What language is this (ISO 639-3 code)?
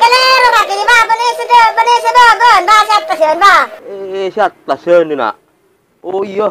mad